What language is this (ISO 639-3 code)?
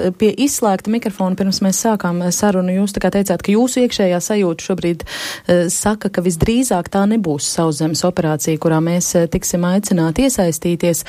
lav